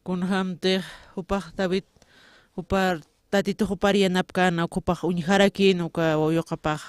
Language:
Aymara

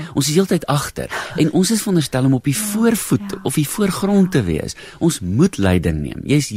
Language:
Afrikaans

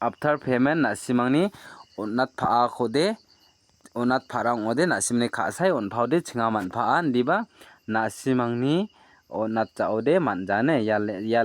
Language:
Garo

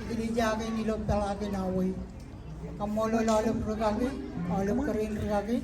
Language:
Marshallese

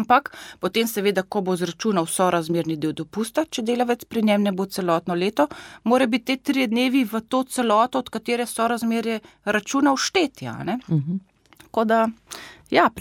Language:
Slovenian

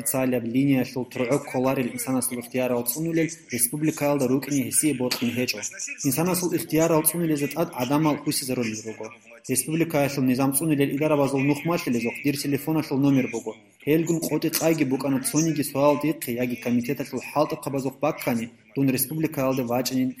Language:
Avaric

